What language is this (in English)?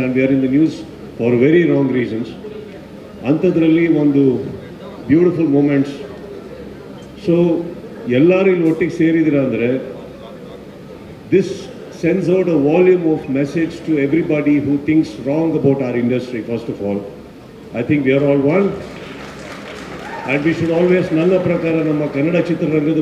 Kannada